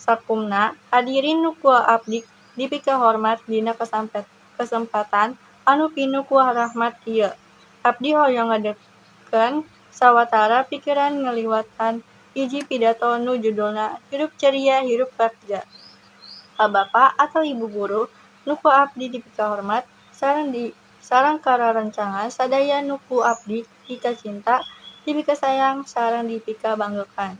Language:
Sundanese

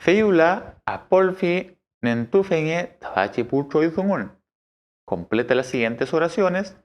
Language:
Mapuche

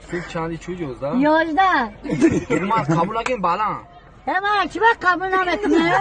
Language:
Tajik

